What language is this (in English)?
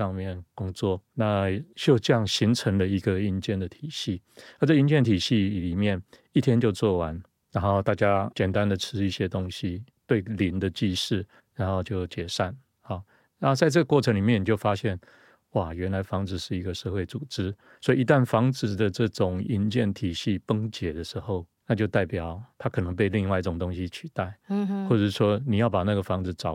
Chinese